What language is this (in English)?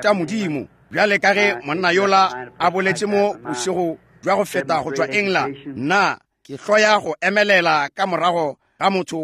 Northern Sotho